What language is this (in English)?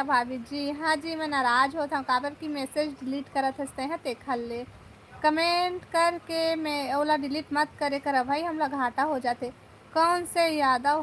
Chhattisgarhi